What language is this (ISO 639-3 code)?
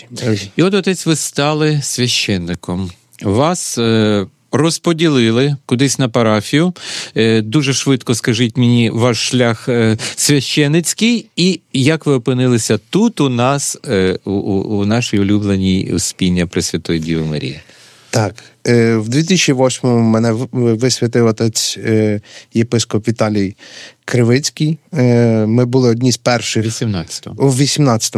ukr